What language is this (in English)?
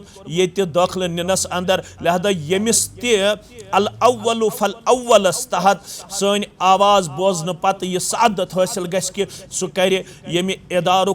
Kashmiri